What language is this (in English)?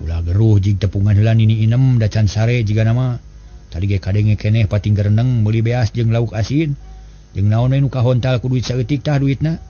Sundanese